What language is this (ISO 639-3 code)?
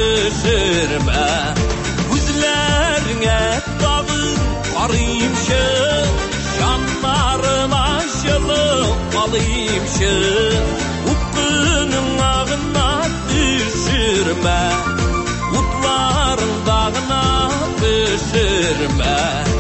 tat